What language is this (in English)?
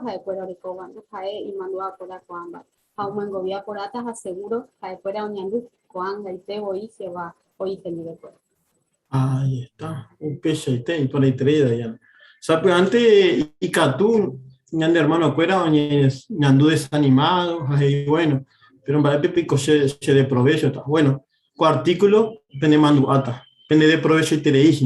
Guarani